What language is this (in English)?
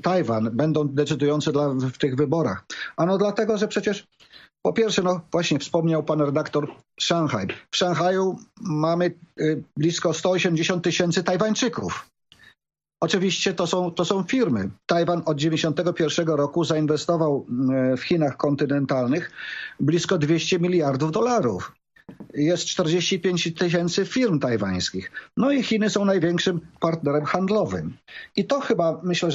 Polish